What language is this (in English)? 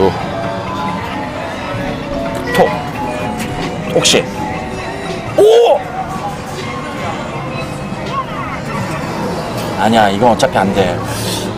Korean